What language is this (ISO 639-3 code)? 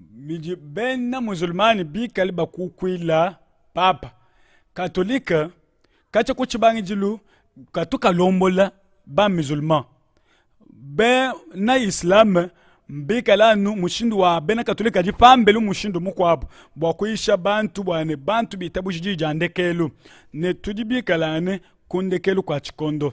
lua